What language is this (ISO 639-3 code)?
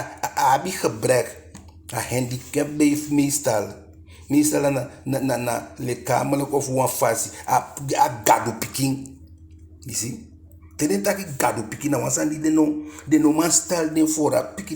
djk